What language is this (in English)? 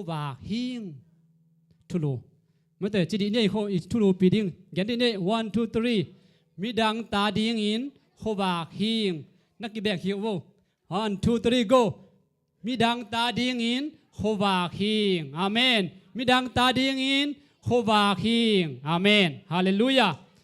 Tedim Chin